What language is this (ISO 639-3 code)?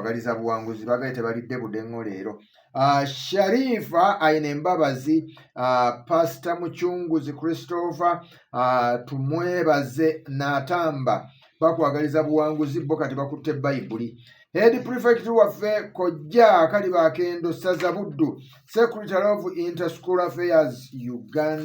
lug